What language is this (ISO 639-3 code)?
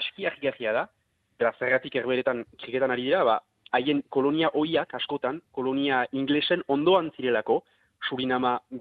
eus